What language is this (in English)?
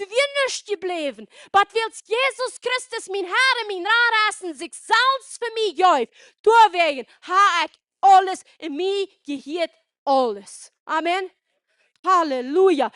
Plautdietsch